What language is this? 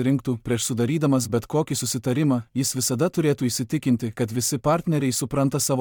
Lithuanian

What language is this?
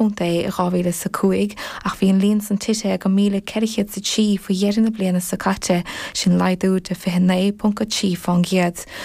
Irish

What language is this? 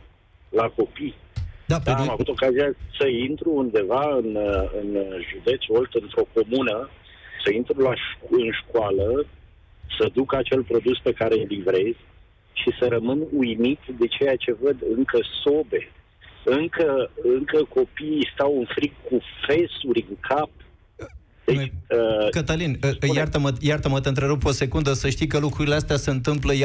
Romanian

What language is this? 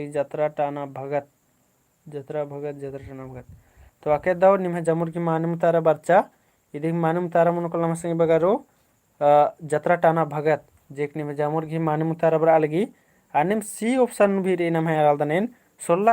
Kurukh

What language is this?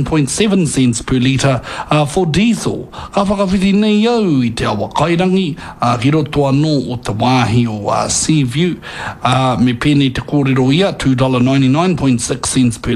Māori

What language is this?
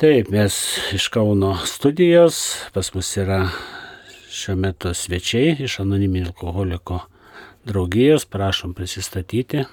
Lithuanian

